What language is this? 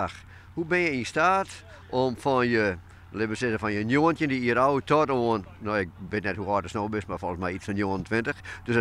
Western Frisian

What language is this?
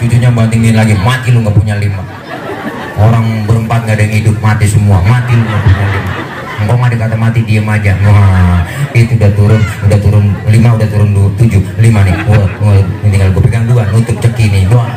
Betawi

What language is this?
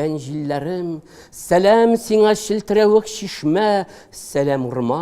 Tatar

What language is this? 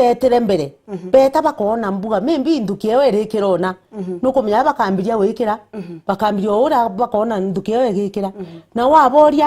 Meru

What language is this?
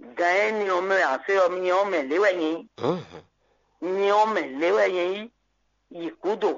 Fon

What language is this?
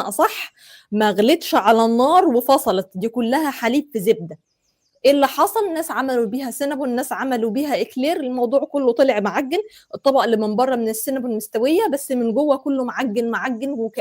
Egyptian Arabic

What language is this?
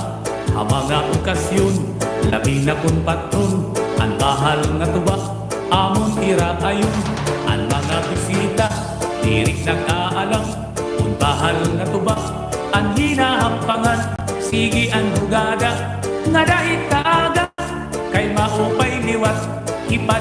Waray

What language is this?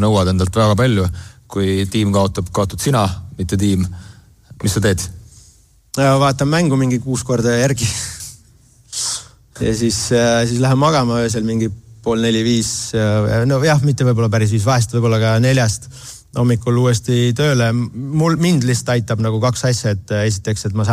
Estonian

